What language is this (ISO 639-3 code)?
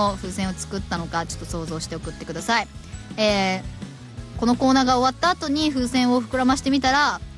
jpn